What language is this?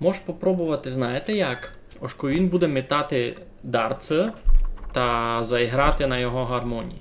Rusyn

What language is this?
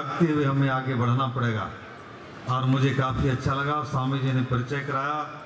Hindi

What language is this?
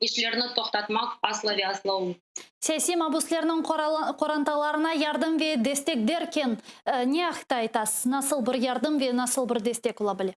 Crimean Tatar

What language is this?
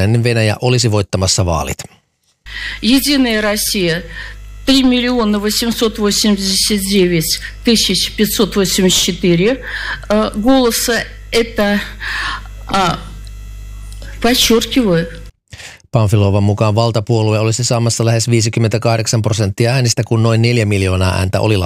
Finnish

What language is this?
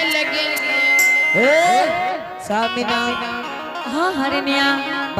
Angika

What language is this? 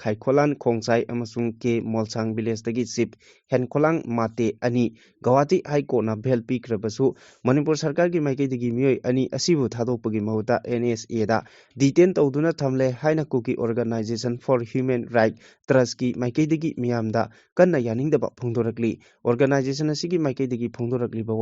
Manipuri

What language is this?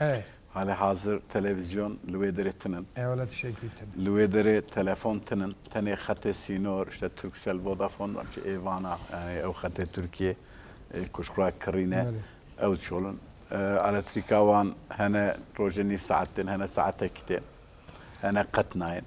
Kurdish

